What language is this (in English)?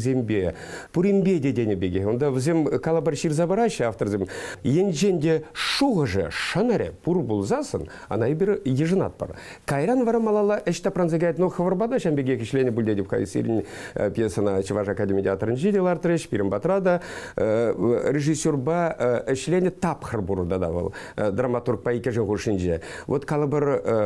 Chuvash